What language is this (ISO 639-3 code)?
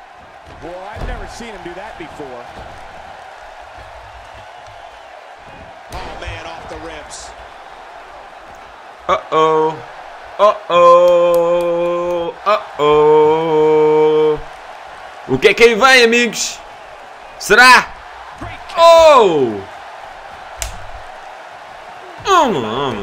por